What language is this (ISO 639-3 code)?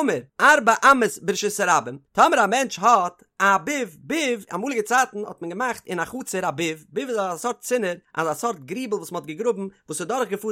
yid